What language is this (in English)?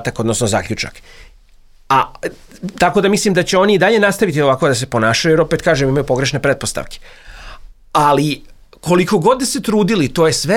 Serbian